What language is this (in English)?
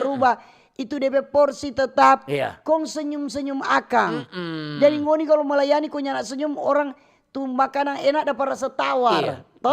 Manado Malay